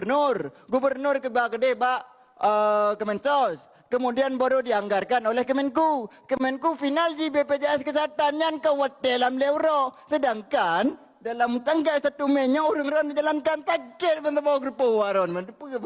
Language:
Achinese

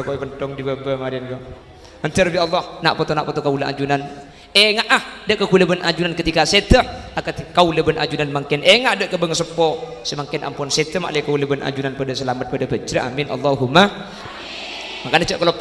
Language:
Madurese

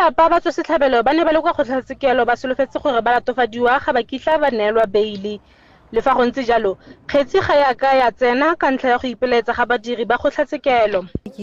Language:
Tswana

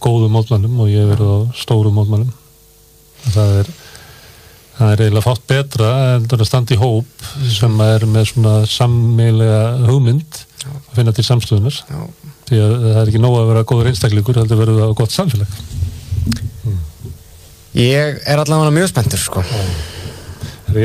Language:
Icelandic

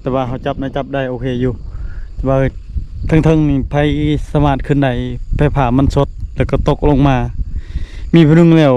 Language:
Lao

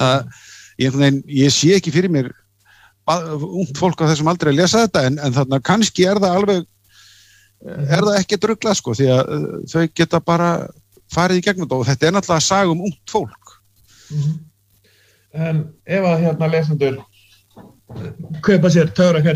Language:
Icelandic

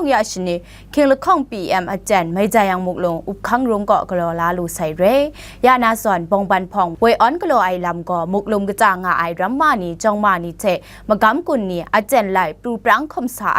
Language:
Kachin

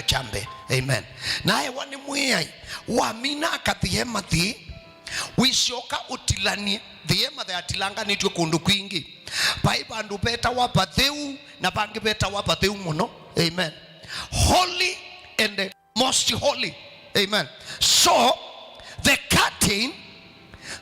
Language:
Kamba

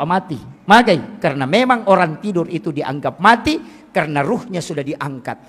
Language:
Buginese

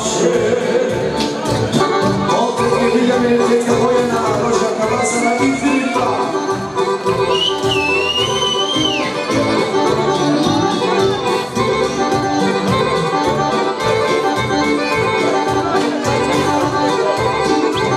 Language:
Serbian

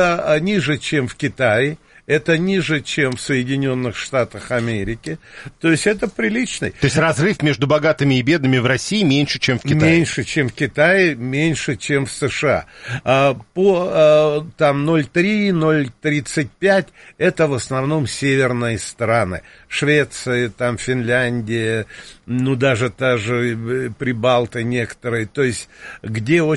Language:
Russian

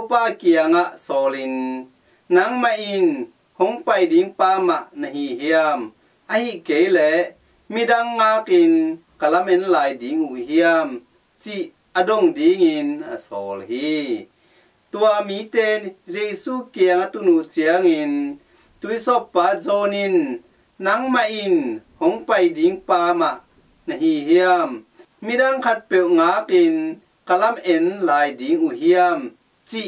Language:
Tedim Chin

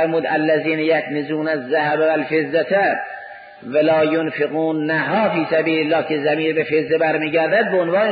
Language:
Persian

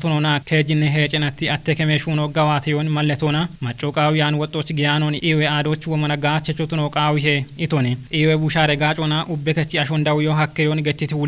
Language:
Kafa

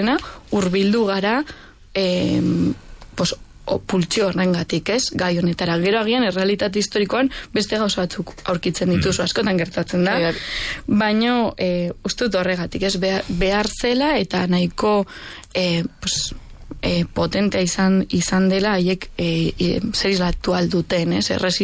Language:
Basque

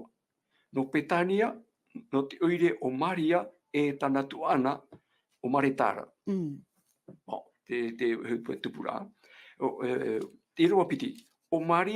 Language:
Tahitian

